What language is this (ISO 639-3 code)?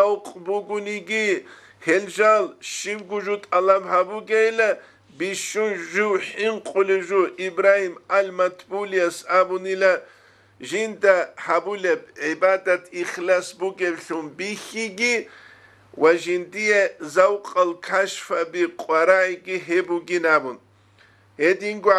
ava